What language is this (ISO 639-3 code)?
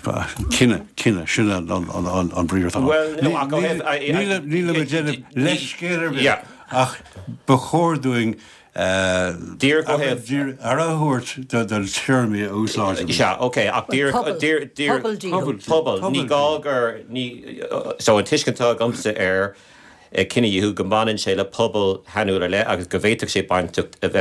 gle